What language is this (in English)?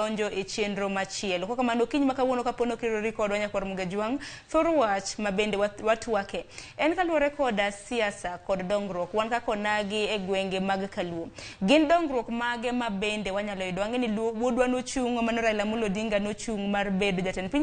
Luo (Kenya and Tanzania)